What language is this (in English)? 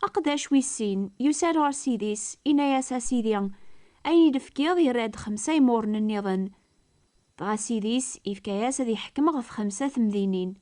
Kabyle